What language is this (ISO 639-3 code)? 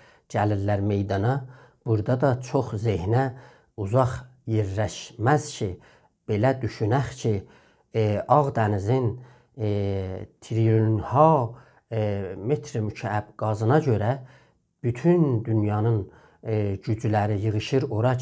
azb